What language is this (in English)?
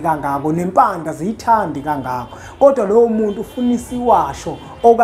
Zulu